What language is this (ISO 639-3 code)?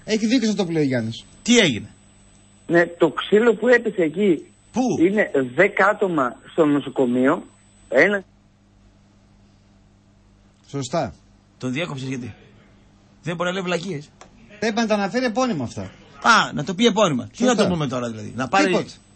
ell